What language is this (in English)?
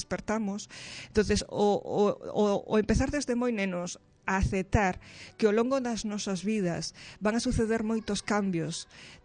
Galician